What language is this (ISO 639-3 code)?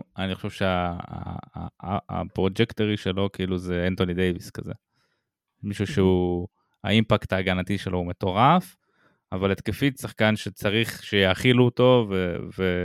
heb